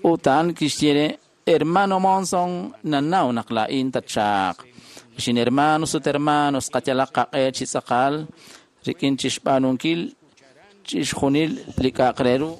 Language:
Kekchí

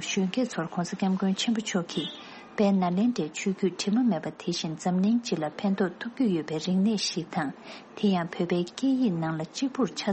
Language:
Tibetan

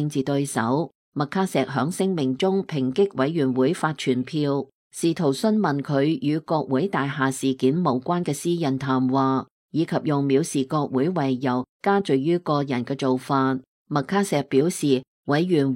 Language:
Cantonese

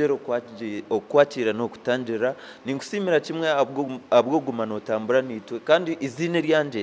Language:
Nyankole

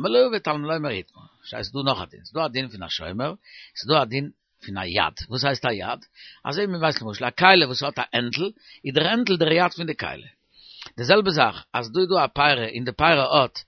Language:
Yiddish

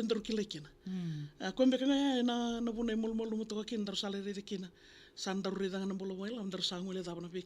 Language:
Fijian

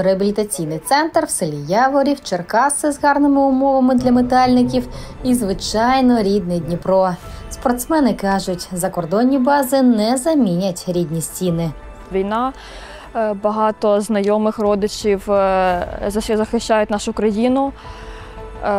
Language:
Ukrainian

